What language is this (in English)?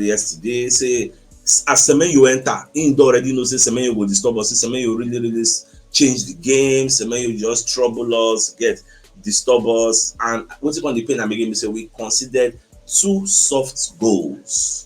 Nigerian Pidgin